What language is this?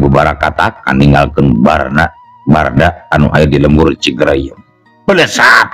Sundanese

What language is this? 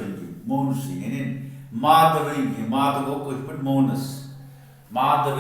Kashmiri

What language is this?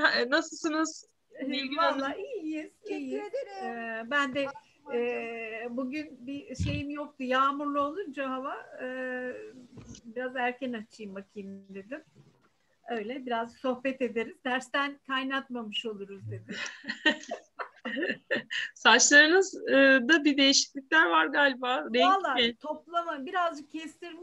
Turkish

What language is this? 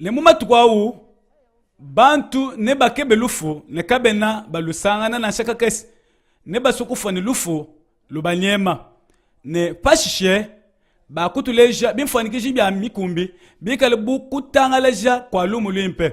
Luba-Lulua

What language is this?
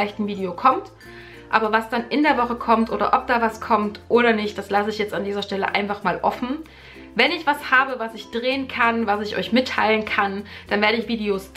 German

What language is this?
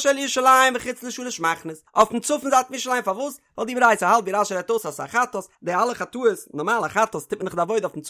Yiddish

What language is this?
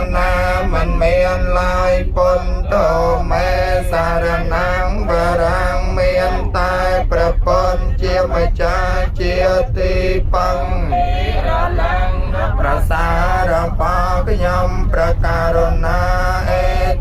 Khmer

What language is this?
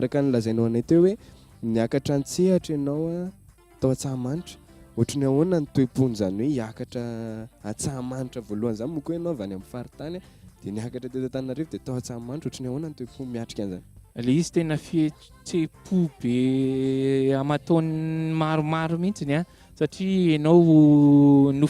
Malagasy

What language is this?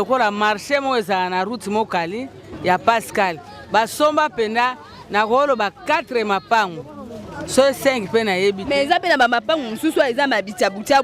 Lingala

